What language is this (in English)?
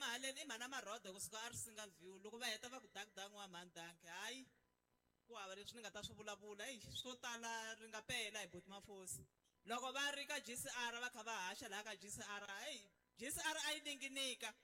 Tsonga